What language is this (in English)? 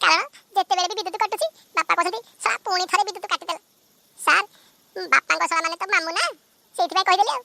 Odia